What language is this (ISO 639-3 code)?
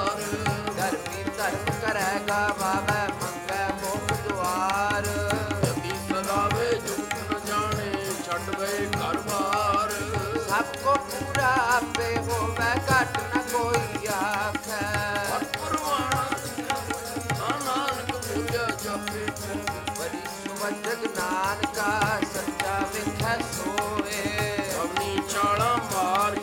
pan